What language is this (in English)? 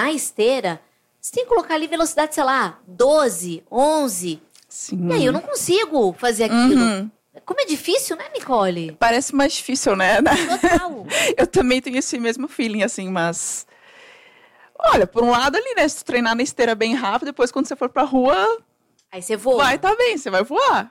Portuguese